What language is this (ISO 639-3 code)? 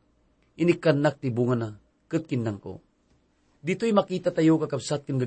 ilo